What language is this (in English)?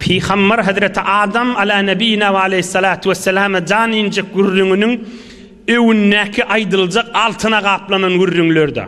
Turkmen